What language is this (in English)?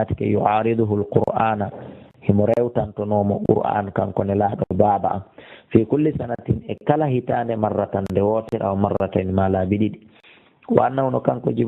Fula